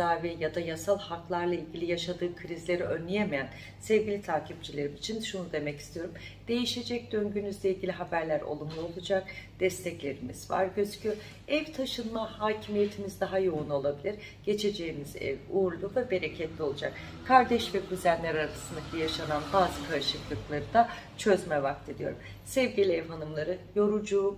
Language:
Turkish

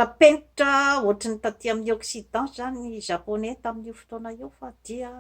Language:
Malagasy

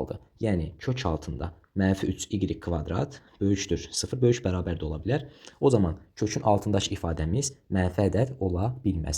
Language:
Azerbaijani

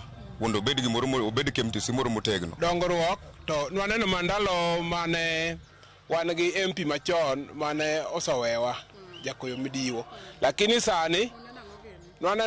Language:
Luo (Kenya and Tanzania)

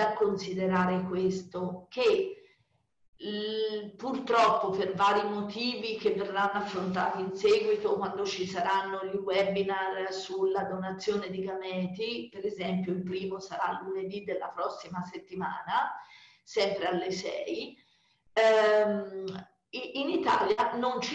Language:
Italian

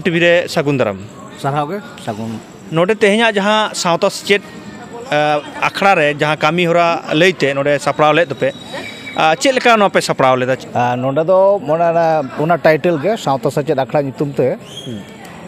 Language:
Santali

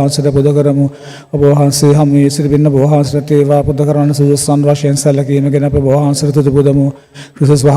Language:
Sinhala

